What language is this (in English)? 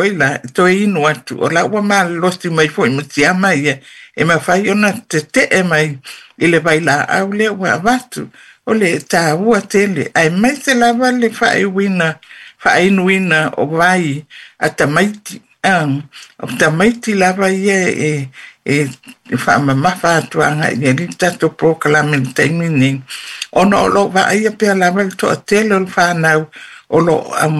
Samoan